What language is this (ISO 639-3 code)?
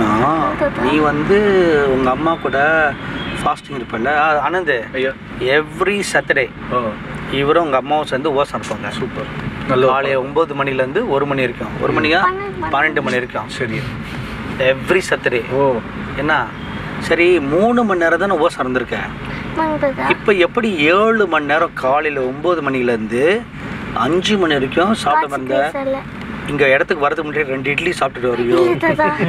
tam